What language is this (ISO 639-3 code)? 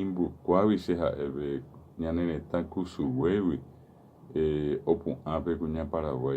grn